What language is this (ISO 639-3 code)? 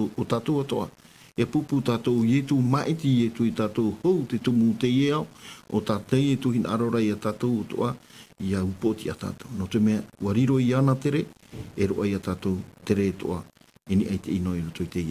tah